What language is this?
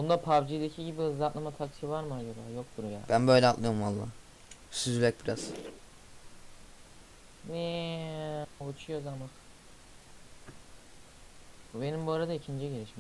Turkish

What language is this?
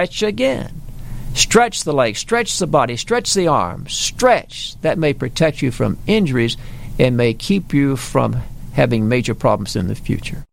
English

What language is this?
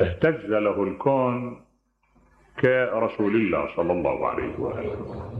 Mesopotamian Arabic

